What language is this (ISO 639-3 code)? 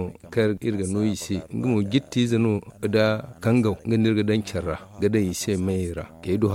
dje